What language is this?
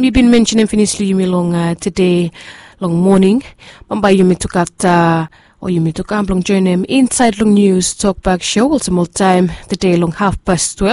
Bislama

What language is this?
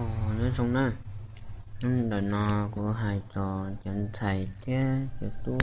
Hmong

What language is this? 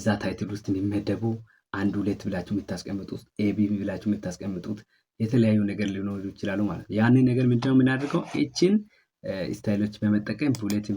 Amharic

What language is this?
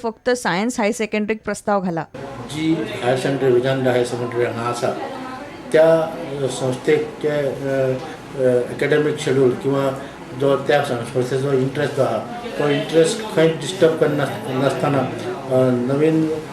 Konkani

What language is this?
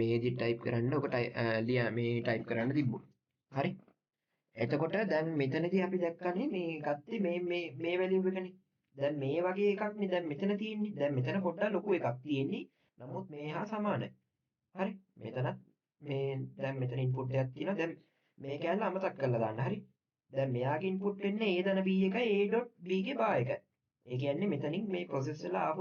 Sinhala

